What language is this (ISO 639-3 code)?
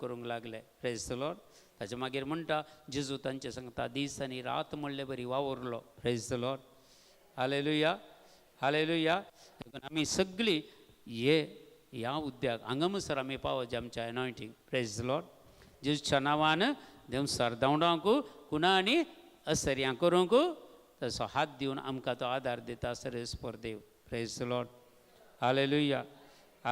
kok